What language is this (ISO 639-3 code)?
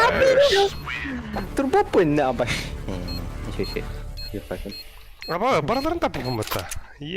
sah